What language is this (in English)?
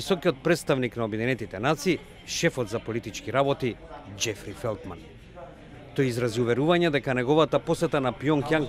Macedonian